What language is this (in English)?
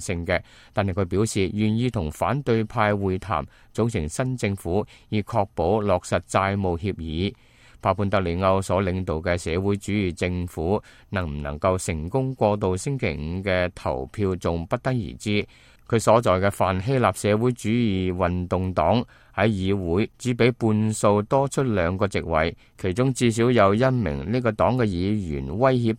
Cantonese